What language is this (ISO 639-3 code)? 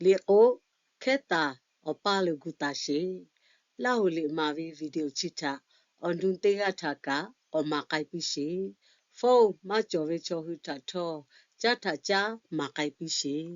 lhu